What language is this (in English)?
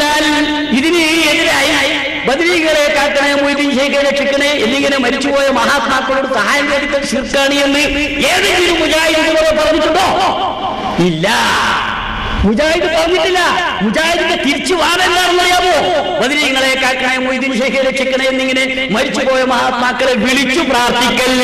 Malayalam